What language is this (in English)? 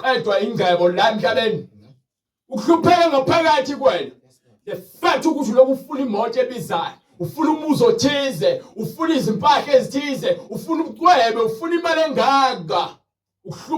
Zulu